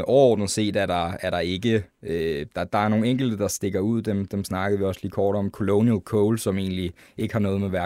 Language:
Danish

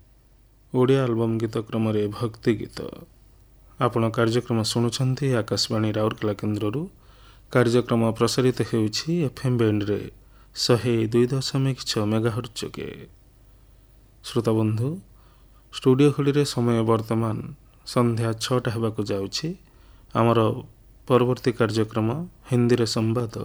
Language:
Odia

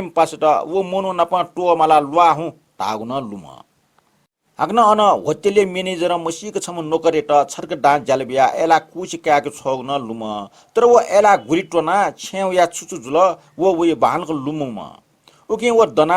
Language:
Newari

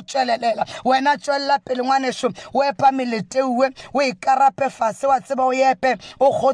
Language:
Northern Sotho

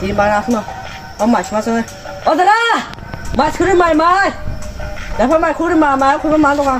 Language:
Kok Borok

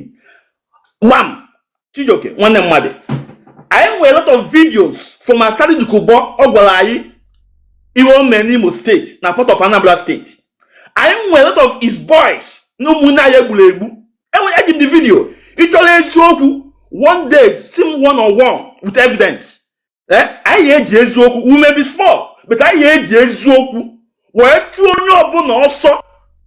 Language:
Igbo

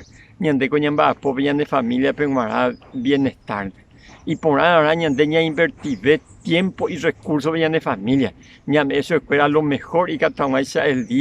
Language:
Guarani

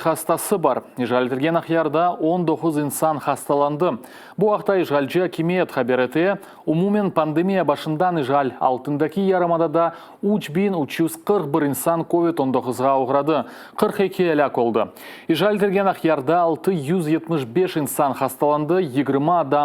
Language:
Crimean Tatar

